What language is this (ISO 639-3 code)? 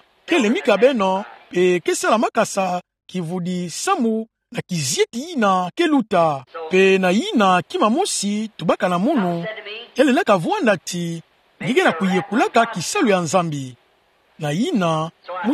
ktu